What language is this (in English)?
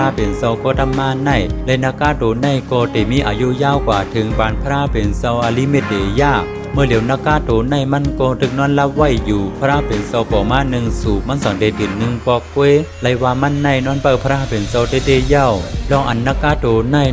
Shan